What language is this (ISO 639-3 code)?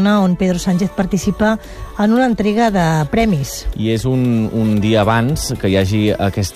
cat